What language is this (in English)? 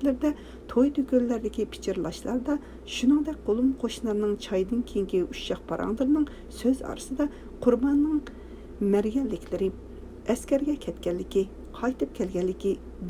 Uyghur